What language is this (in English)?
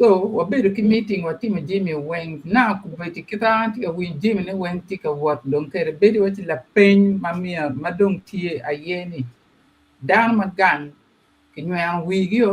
Acoli